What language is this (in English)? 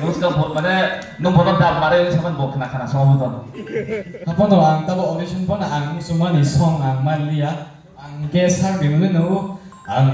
Kok Borok